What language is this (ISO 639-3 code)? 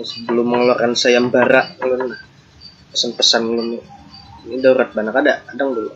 bjn